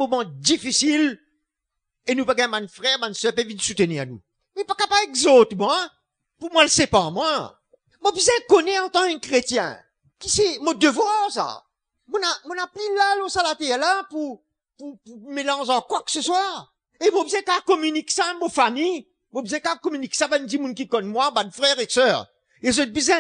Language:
Morisyen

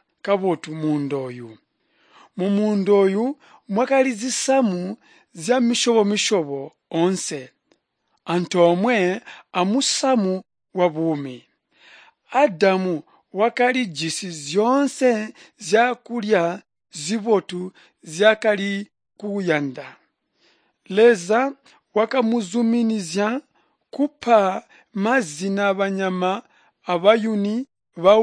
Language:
Tonga (Zambia)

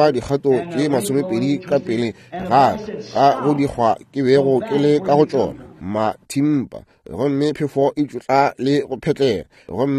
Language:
Northern Sotho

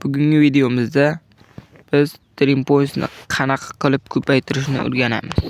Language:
Uzbek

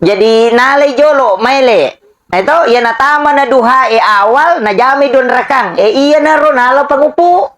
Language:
Buginese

